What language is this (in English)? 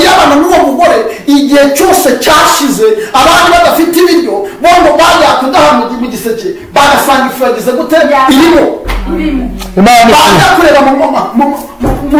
Kinyarwanda